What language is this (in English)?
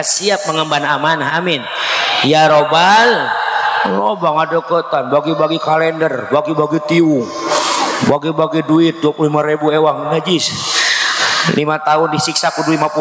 Indonesian